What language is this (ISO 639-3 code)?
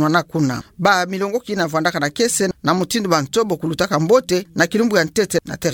ktu